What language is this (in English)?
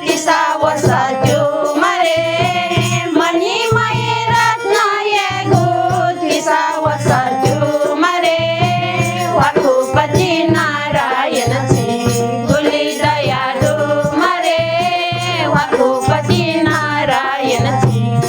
Newari